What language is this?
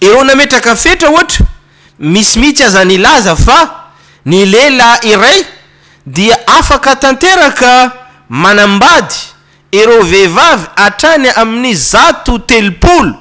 Malagasy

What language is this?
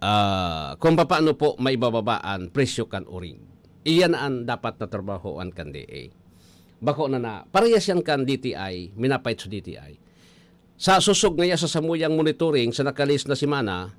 Bikol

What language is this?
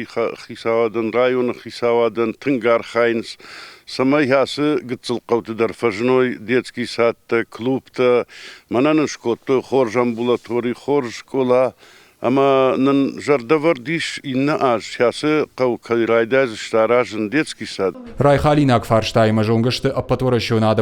Ossetic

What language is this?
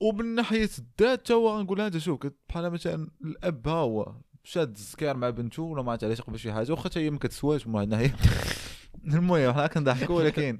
Moroccan Arabic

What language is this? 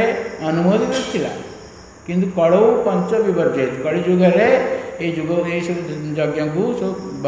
Odia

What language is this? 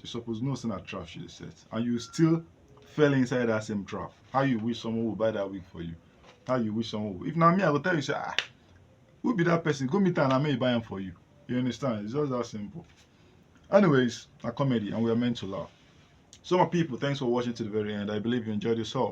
Nigerian Pidgin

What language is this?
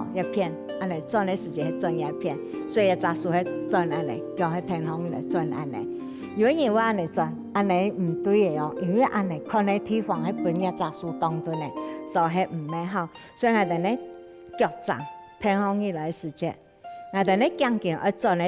Hakka Chinese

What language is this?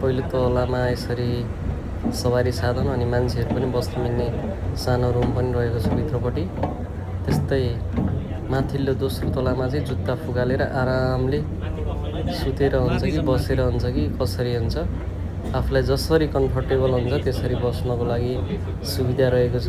Nepali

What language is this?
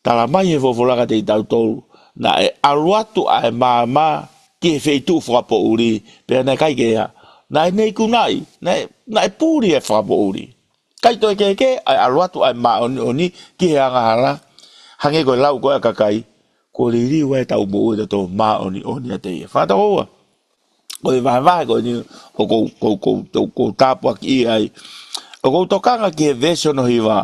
Tongan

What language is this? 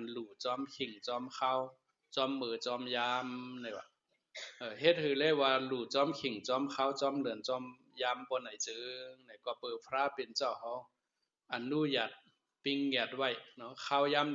Shan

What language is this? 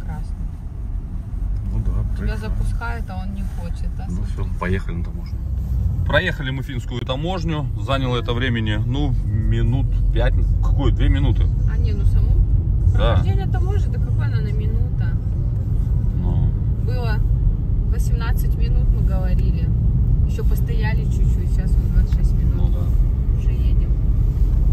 Russian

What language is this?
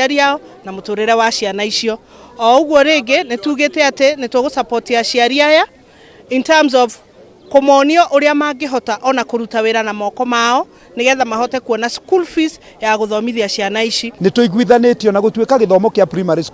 Kikuyu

